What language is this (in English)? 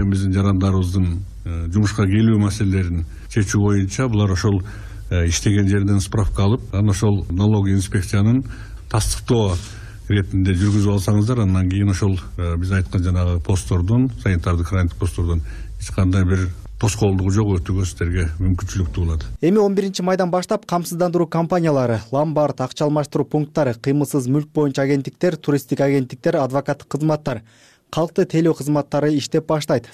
Kyrgyz